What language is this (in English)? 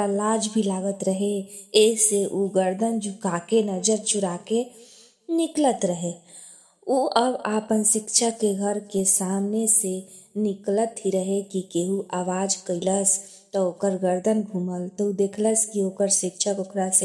Bhojpuri